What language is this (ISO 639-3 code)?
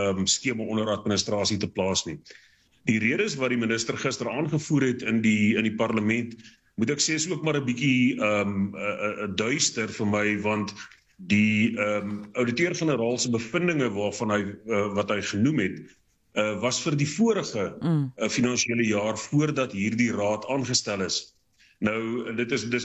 afr